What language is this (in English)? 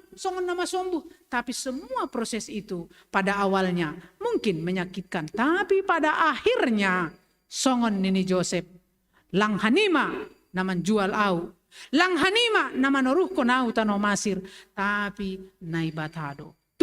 Batak Simalungun